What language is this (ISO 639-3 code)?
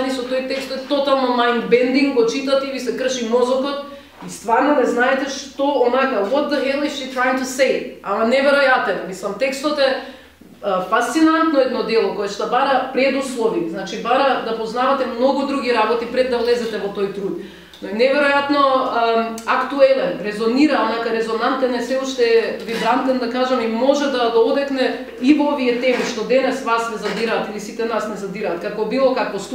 mkd